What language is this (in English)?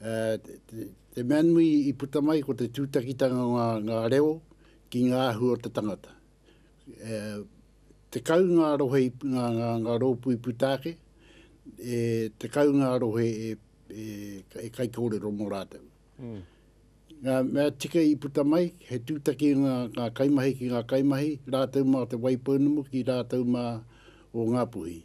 Māori